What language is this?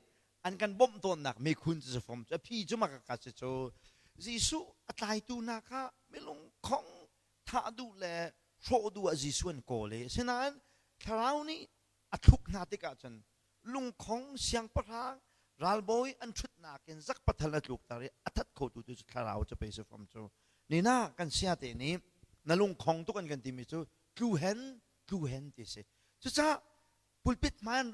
Hakha Chin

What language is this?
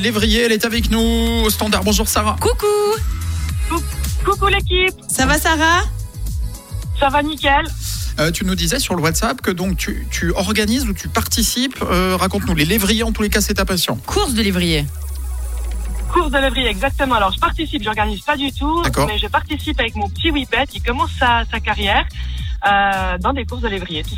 French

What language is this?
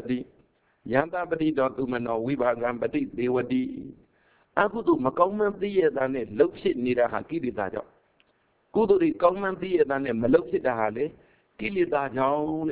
Burmese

